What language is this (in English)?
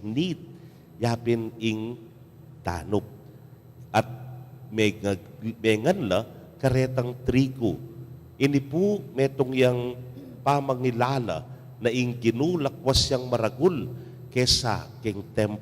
Pampanga